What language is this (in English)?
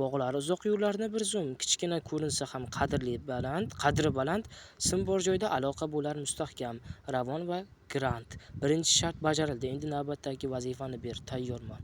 Uzbek